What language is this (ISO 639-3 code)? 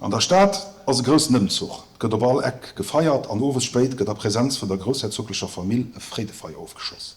ltz